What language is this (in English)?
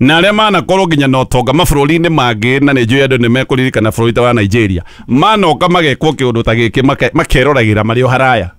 Kikuyu